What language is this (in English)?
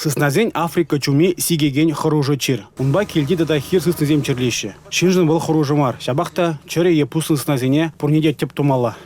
Chuvash